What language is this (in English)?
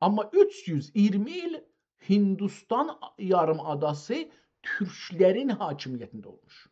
South Azerbaijani